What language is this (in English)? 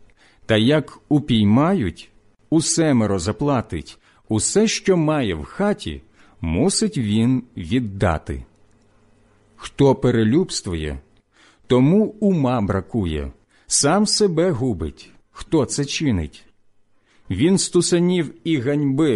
Ukrainian